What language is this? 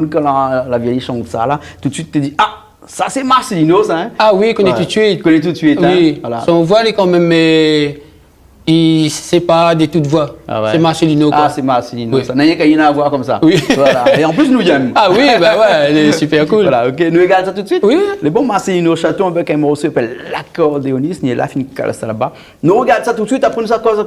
Réunion Creole French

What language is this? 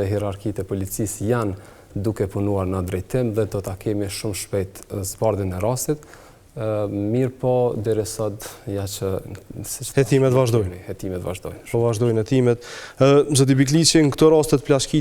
Albanian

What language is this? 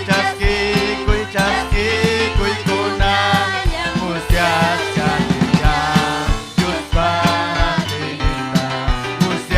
Ayacucho Quechua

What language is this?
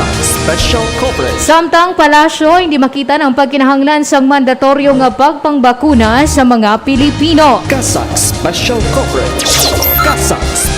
Hiligaynon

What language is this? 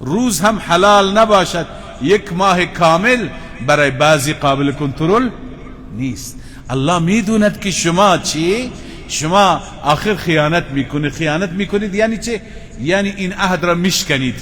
Persian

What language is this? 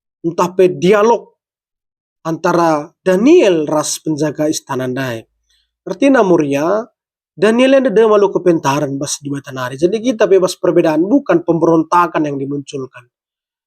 Batak Karo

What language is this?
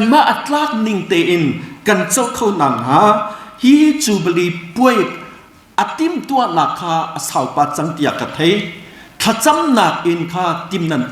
Hakha Chin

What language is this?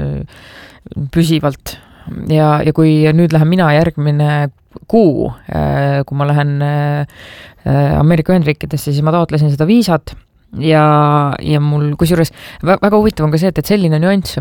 Estonian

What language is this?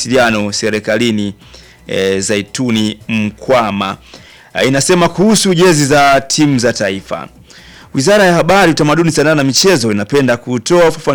Swahili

